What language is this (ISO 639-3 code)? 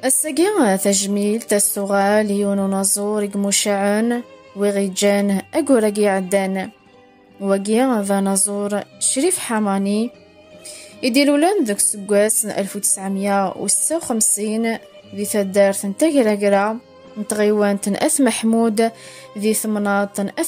kab